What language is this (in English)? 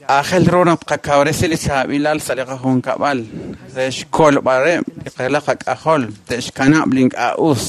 Kekchí